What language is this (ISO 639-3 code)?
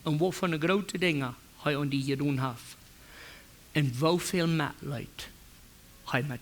pdt